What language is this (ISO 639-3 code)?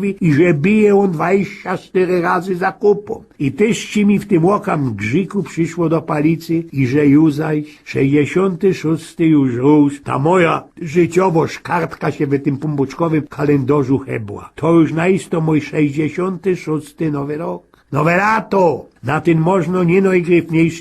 szl